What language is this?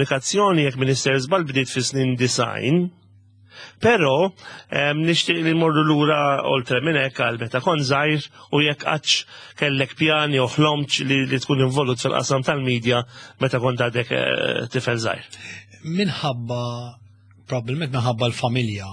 Maltese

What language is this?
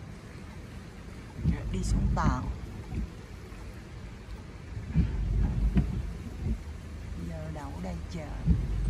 Vietnamese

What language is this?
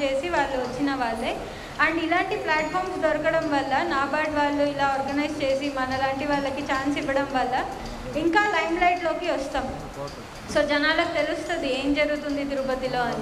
Telugu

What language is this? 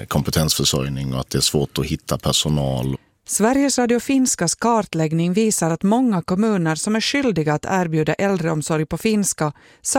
Swedish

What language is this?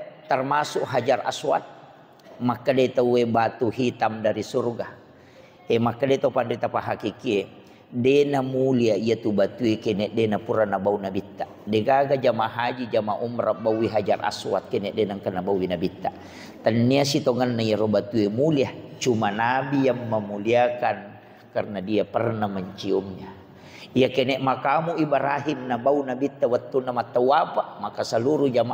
Buginese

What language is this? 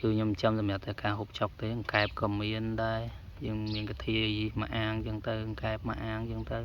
Khmer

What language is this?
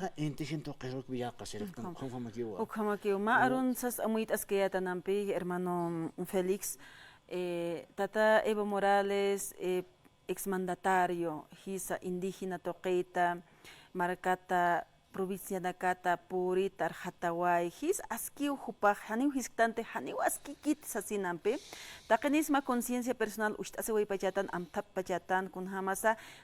Aymara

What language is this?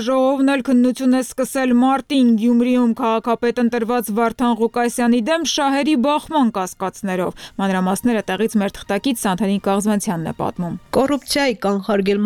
Armenian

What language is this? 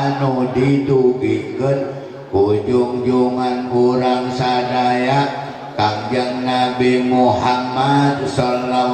Sundanese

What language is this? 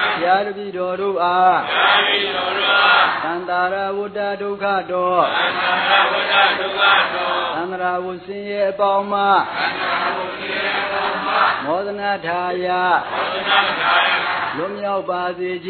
Burmese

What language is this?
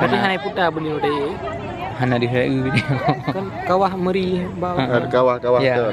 Achinese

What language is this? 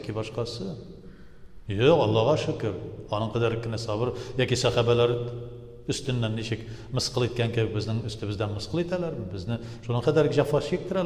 Tatar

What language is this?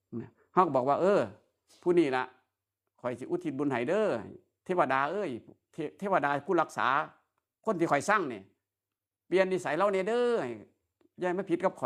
Northeastern Thai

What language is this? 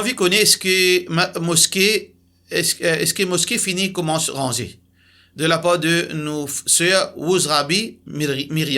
Morisyen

